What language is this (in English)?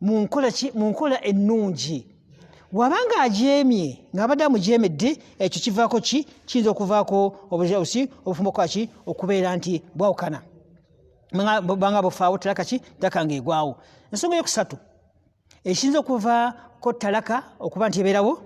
Ganda